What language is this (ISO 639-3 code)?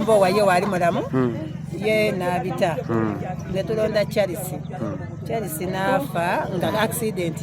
lug